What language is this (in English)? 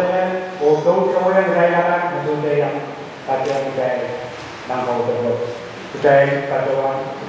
Pohnpeian